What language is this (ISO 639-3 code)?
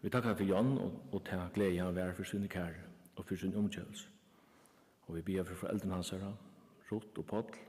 fao